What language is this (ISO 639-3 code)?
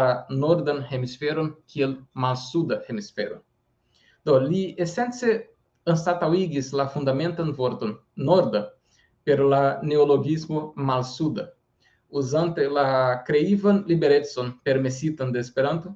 epo